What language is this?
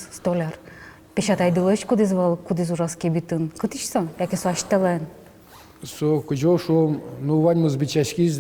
Udmurt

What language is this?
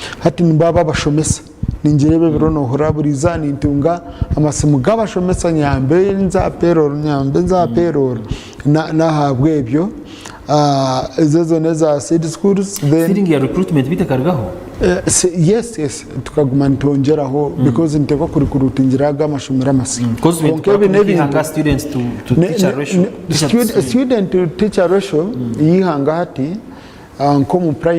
Nyankole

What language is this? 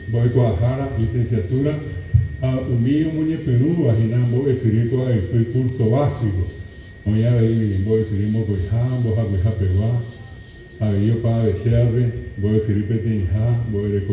Guarani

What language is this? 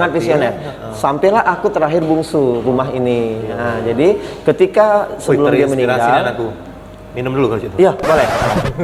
Musi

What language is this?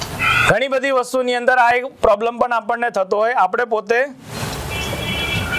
Gujarati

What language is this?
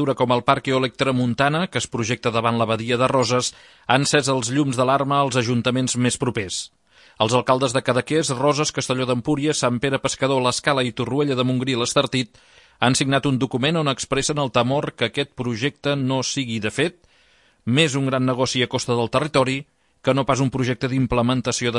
Catalan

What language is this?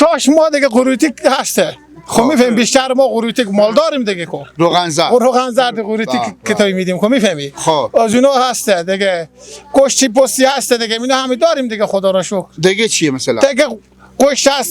Persian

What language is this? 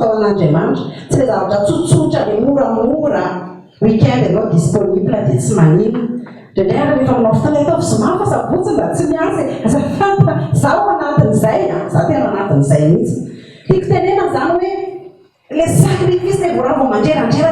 Malagasy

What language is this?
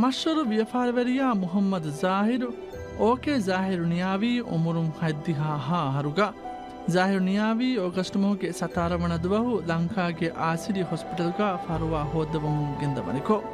Divehi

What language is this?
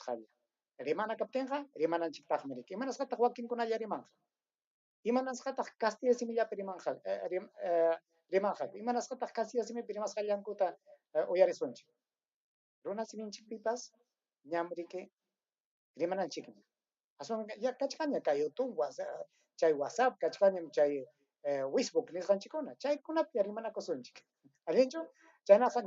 Ayacucho Quechua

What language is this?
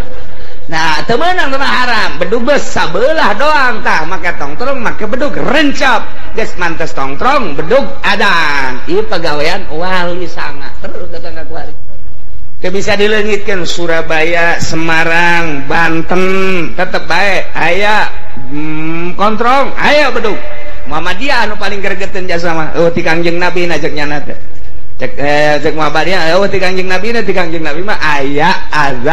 Sundanese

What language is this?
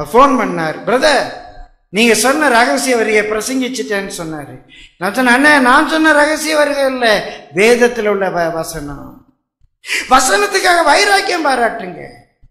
Tamil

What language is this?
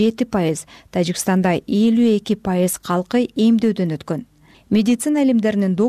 Kyrgyz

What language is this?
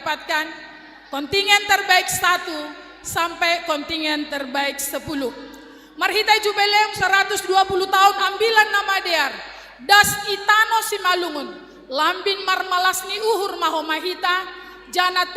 Batak Simalungun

